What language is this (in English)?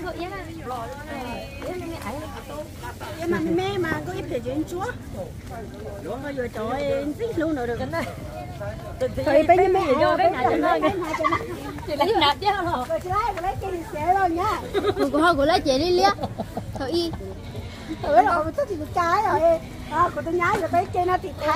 Vietnamese